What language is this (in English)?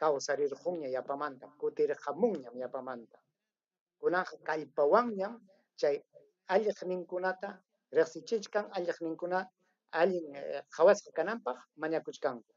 Ayacucho Quechua